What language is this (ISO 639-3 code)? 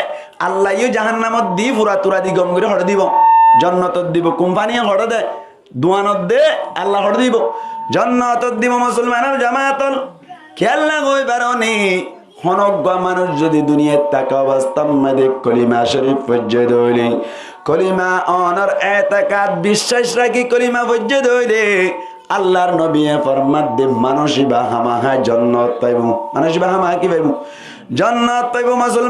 rhg